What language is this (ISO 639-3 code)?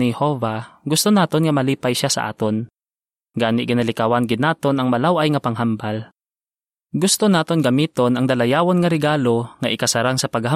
hil